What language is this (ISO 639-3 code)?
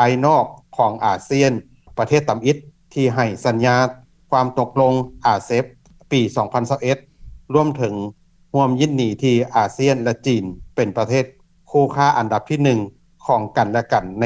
lao